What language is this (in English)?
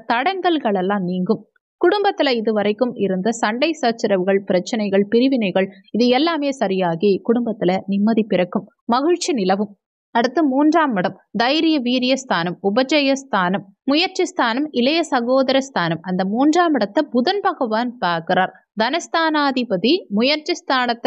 Tamil